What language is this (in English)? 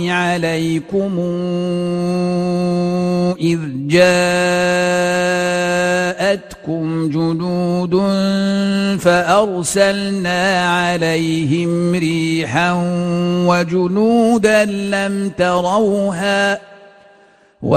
Arabic